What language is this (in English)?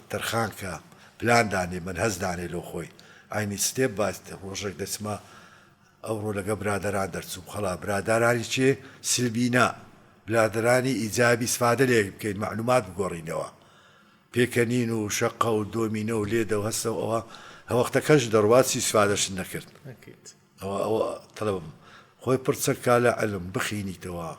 Central Kurdish